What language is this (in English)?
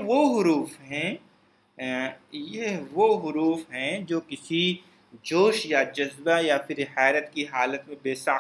Urdu